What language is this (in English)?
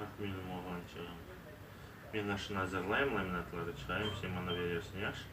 Crimean Tatar